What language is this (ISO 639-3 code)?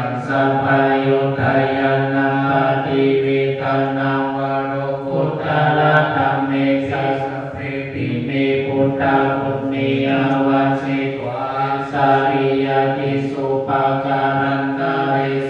pli